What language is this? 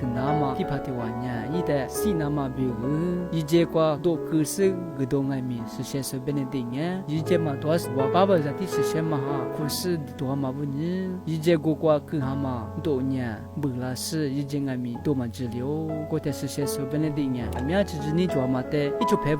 Lisu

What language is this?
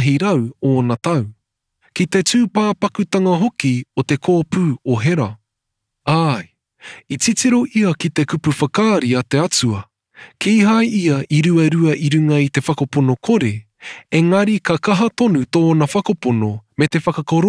Māori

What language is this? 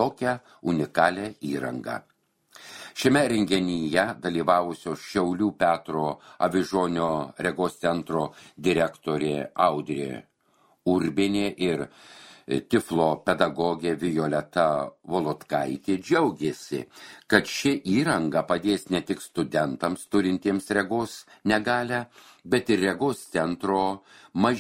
Lithuanian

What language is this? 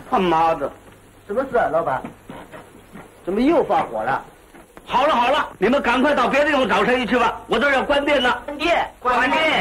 Chinese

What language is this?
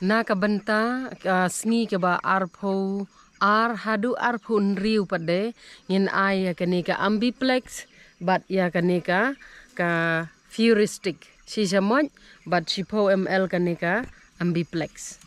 Khasi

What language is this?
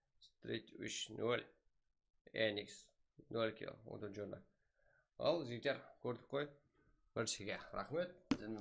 Kara-Kalpak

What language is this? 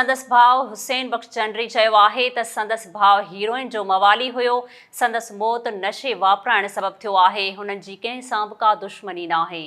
Sindhi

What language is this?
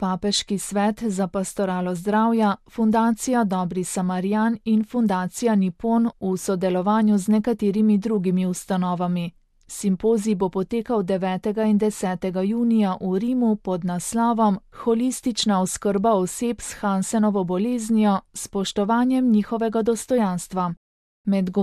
Slovenian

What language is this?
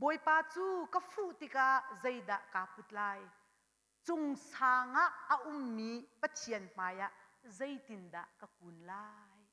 Hakha Chin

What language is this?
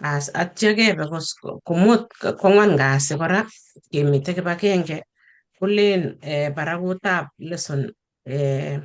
Kalenjin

